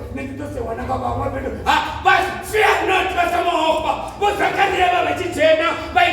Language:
Venda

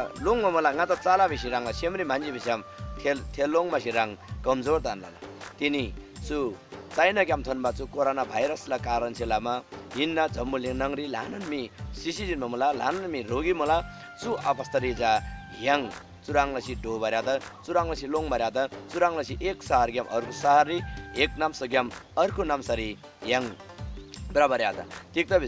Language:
Eastern Tamang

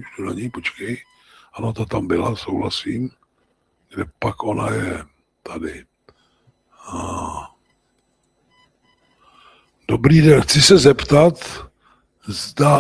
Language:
Czech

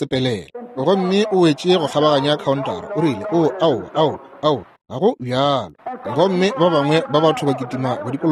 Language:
Northern Sotho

